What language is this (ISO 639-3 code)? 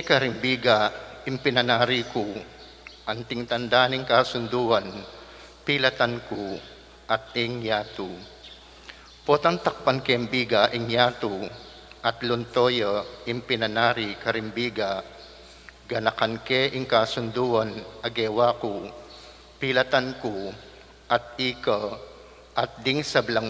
pam